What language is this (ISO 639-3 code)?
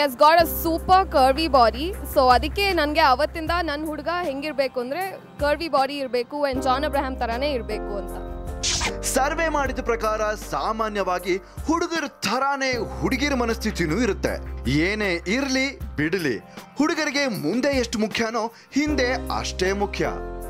kan